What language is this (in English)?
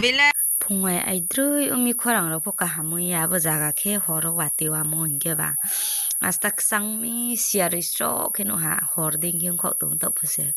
Riang (India)